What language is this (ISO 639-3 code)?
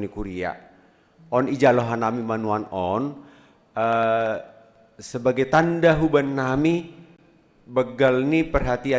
bts